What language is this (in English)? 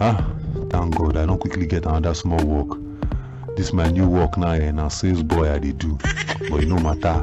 Nigerian Pidgin